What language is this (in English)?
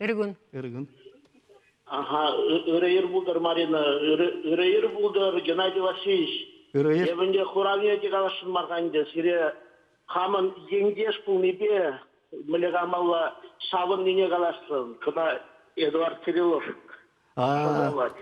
Chuvash